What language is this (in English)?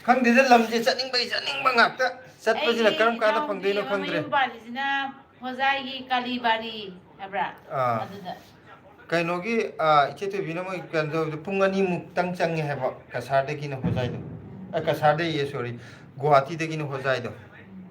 Manipuri